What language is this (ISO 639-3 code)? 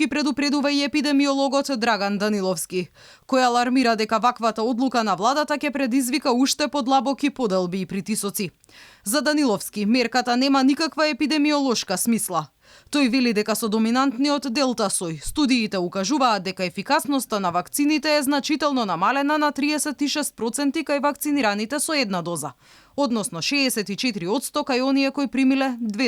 mkd